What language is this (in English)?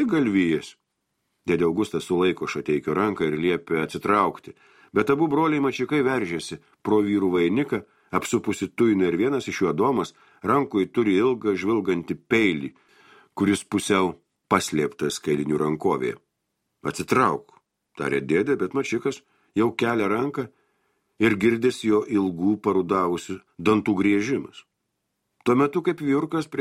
Lithuanian